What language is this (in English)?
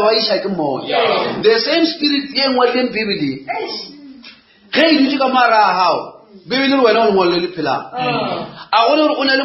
Northern Sotho